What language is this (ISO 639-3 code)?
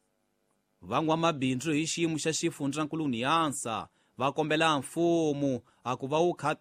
tso